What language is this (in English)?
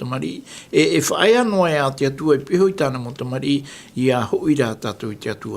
Tahitian